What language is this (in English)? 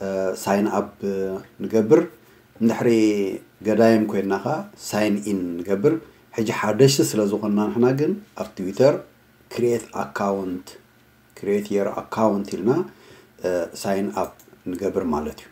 Tigrinya